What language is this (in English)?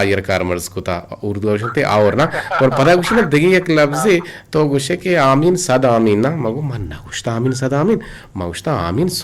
Eastern Balochi